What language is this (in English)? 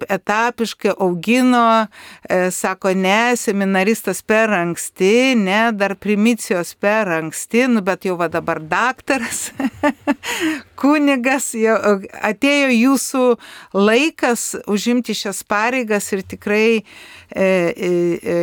Lithuanian